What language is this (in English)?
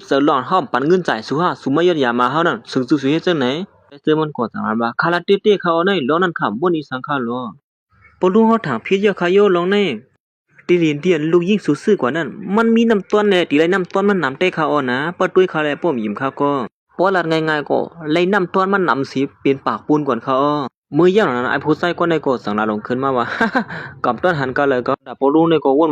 Shan